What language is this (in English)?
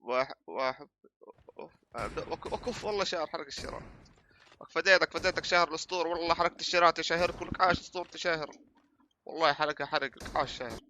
North Levantine Arabic